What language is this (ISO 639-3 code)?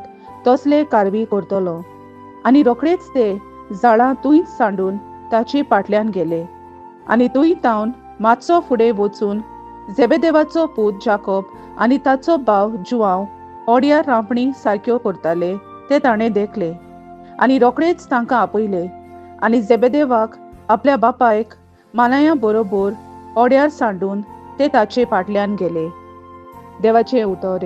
kok